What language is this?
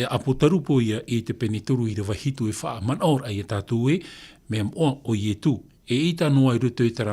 Tahitian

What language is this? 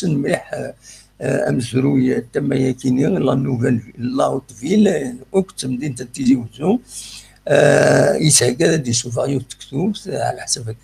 Kabyle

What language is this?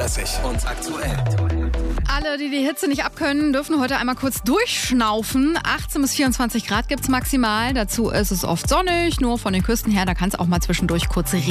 German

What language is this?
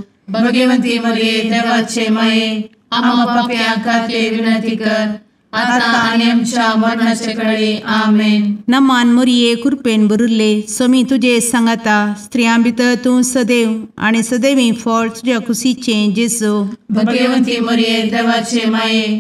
Konkani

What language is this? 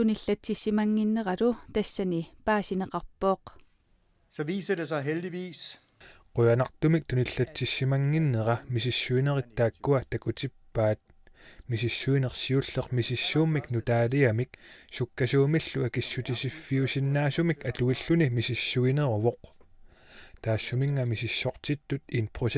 Kalaallisut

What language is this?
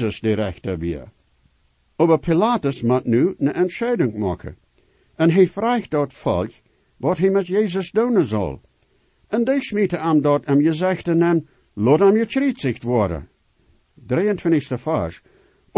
Plautdietsch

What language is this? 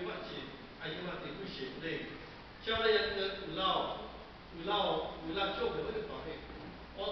Lahu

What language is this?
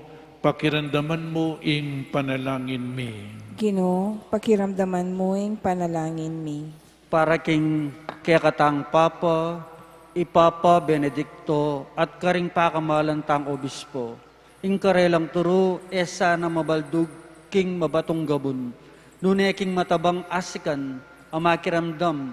Pampanga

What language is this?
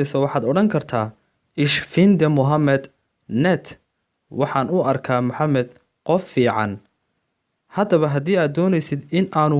Somali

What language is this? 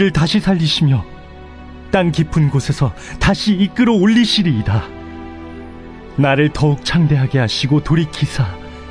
Korean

